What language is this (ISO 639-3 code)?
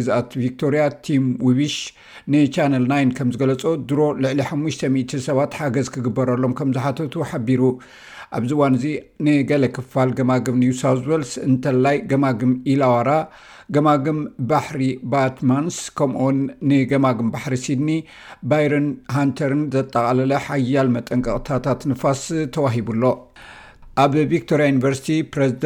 tir